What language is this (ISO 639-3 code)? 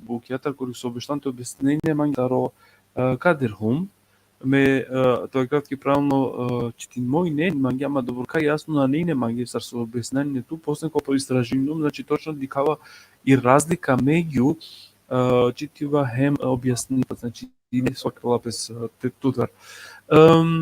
rmn